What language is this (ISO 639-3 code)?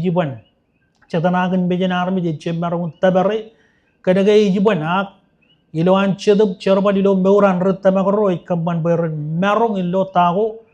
mah